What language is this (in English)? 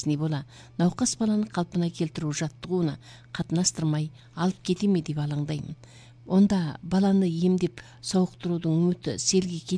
Kazakh